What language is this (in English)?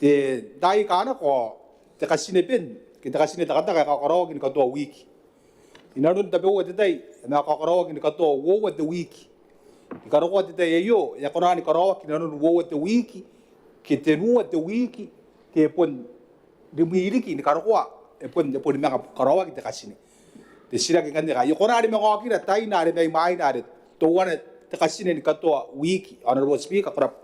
Gilbertese